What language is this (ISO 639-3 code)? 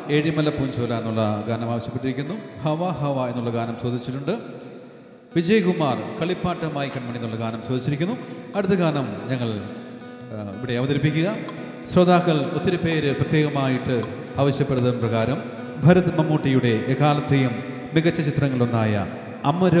mal